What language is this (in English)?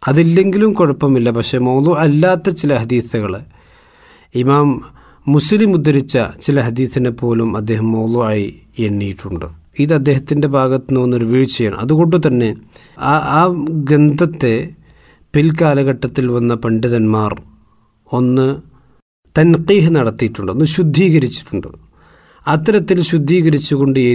Malayalam